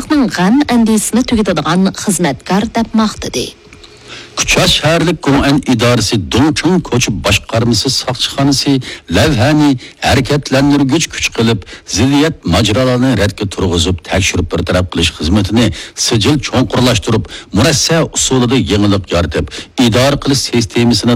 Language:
Uyghur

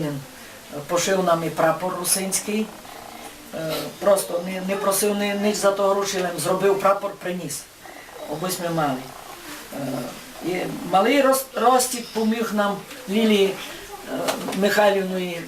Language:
Rusyn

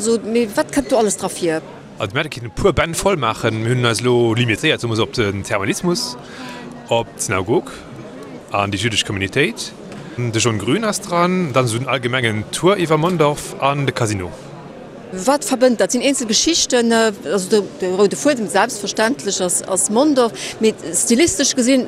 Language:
Luxembourgish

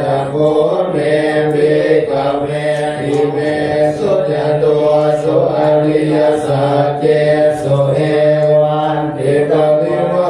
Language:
Pali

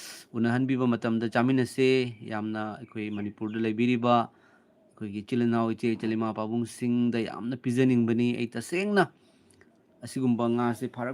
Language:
Manipuri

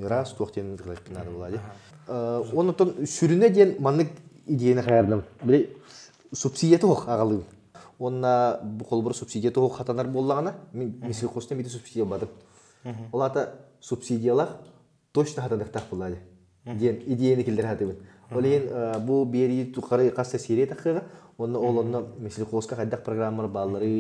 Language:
Yakut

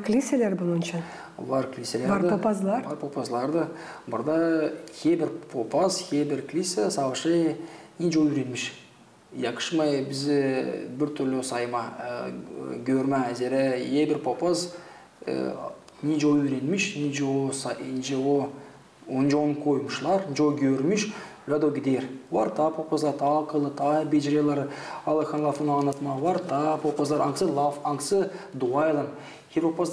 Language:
Gagauz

